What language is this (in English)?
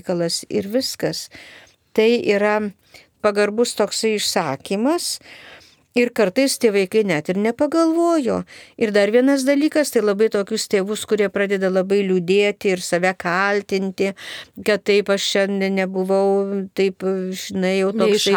Lithuanian